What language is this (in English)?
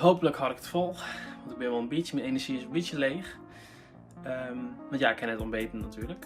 Western Frisian